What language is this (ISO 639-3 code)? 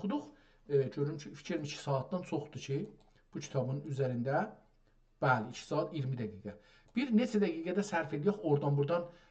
azb